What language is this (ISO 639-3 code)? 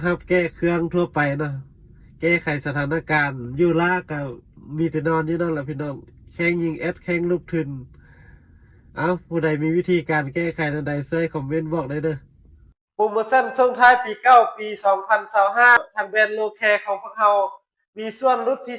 lao